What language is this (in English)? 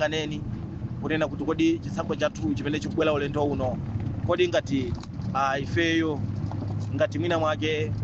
Nyanja